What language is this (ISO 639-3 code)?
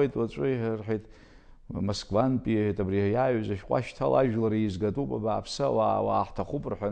abk